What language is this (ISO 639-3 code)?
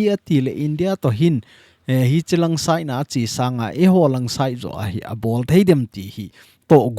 tcz